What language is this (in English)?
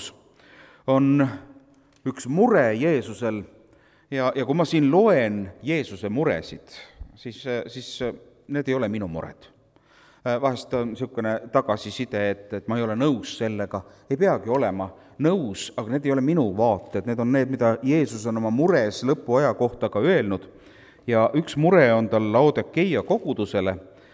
Estonian